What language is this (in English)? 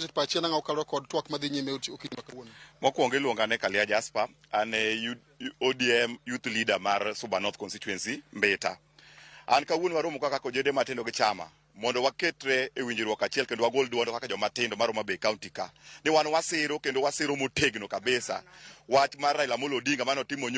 Luo (Kenya and Tanzania)